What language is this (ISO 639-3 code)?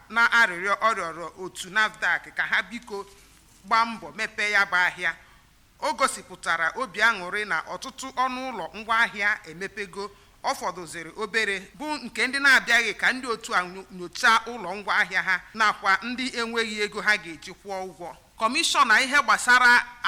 ibo